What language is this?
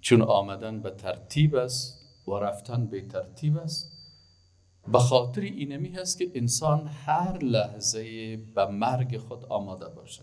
Persian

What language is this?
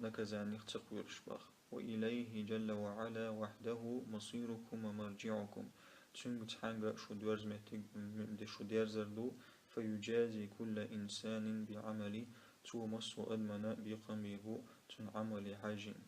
Chechen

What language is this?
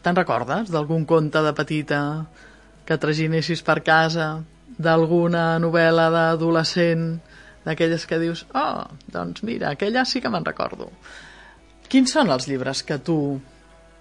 Catalan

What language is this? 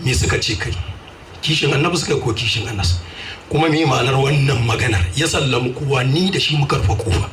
Hausa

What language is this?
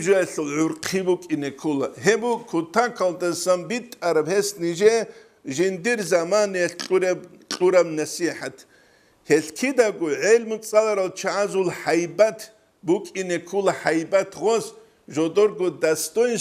Avaric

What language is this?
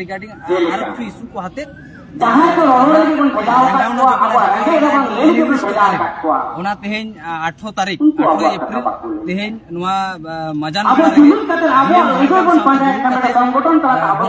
Santali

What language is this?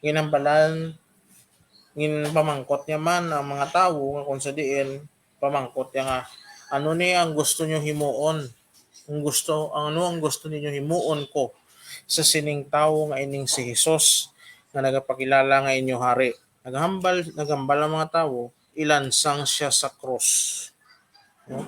Hiligaynon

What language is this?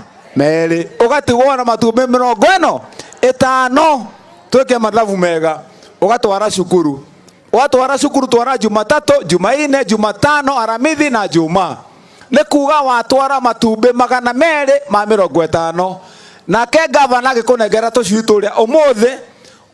Kikuyu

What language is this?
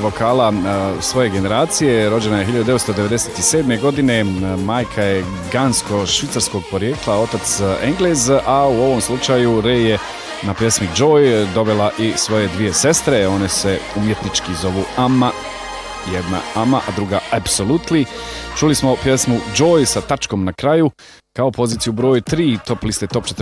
Bosnian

